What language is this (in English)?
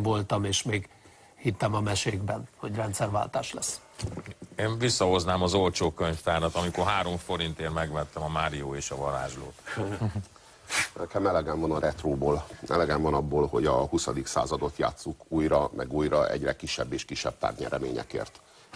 Hungarian